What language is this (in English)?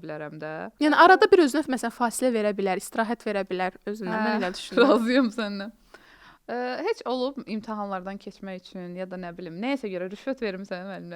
Azerbaijani